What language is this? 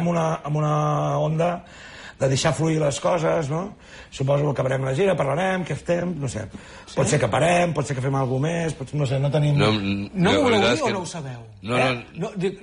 Catalan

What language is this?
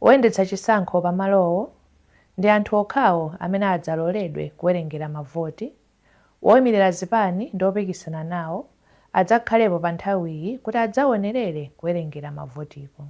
Nyanja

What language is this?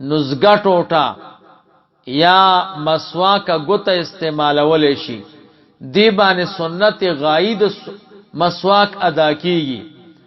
Pashto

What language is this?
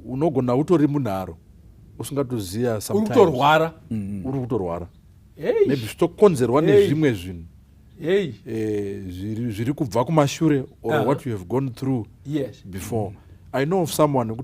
Shona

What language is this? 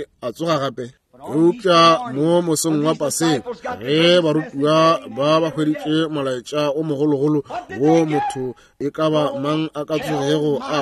Northern Sotho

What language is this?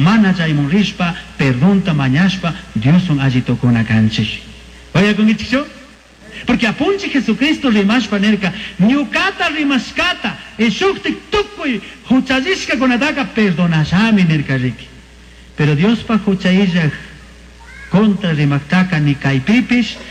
Chimborazo Highland Quichua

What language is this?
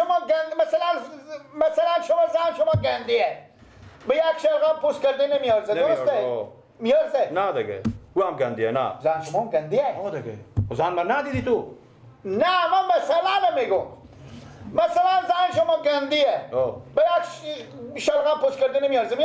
Persian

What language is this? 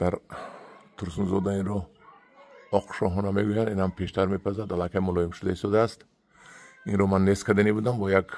Tajik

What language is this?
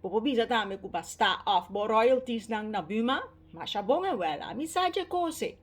Papiamento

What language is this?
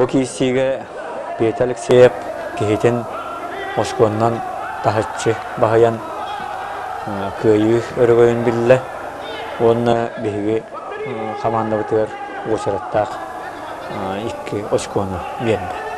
Yakut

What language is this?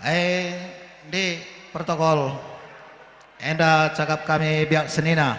Batak Karo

